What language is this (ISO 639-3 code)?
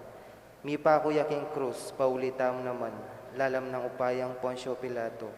pam